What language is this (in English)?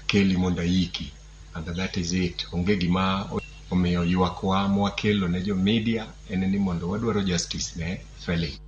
Luo (Kenya and Tanzania)